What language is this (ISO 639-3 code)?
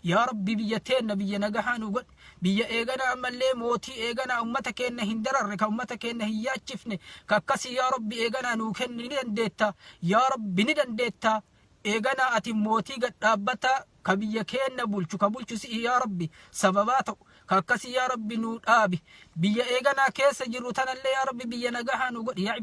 orm